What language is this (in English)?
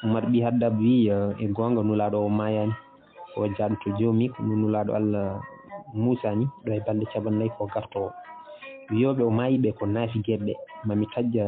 Fula